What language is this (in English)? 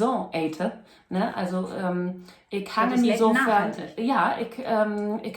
Low German